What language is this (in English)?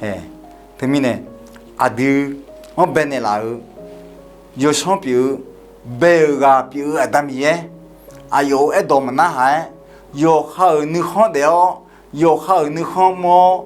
Akha